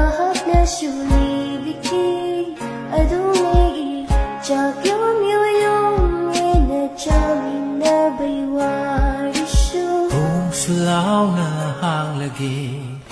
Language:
Manipuri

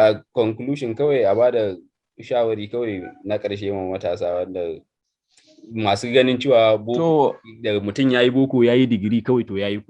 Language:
Hausa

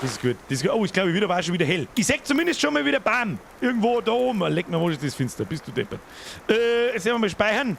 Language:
Bavarian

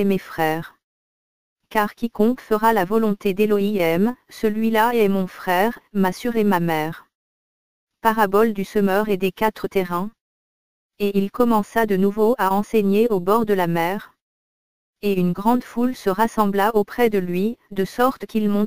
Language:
French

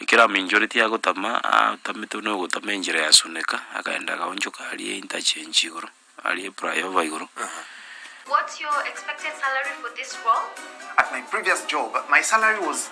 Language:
Gusii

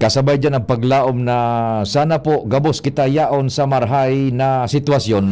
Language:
Bikol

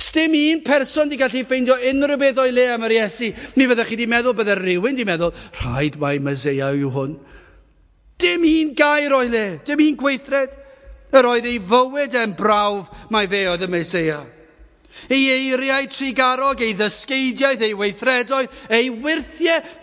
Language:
Welsh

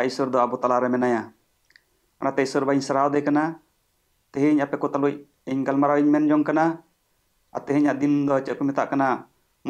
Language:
Santali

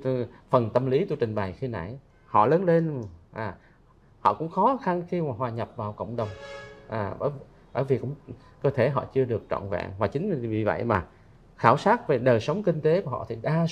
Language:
Vietnamese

